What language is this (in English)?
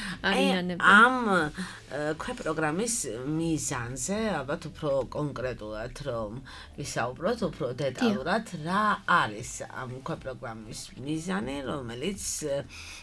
Georgian